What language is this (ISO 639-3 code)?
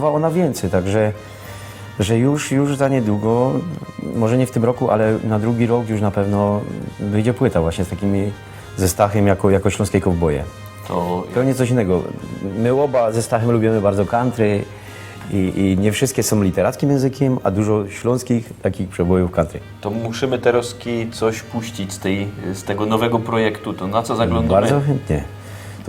szl